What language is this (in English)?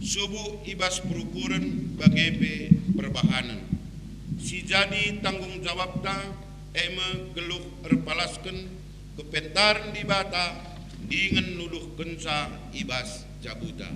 Batak Karo